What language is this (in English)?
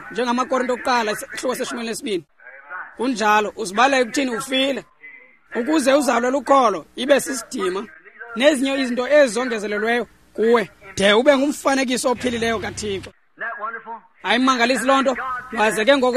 Xhosa